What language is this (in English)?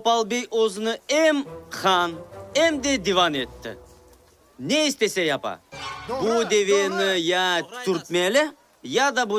Crimean Tatar